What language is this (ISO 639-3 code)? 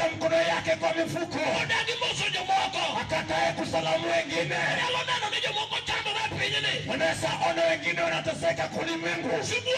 luo